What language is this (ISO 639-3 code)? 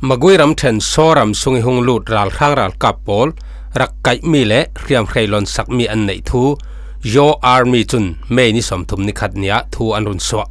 cfm